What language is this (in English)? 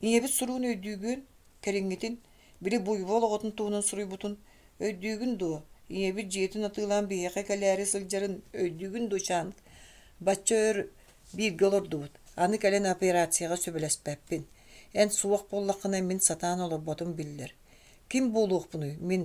Yakut